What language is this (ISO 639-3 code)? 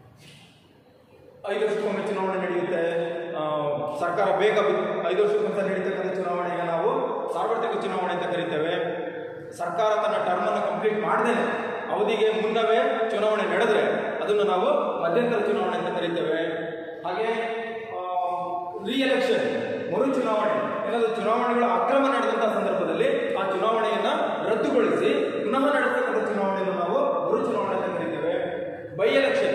kan